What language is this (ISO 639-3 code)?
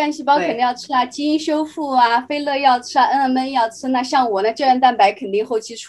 zho